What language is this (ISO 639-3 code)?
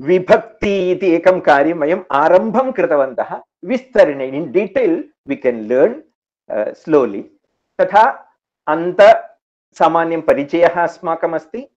san